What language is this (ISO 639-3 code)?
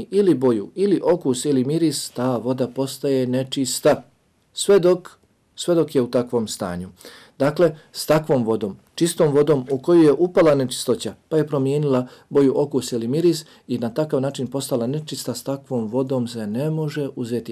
bos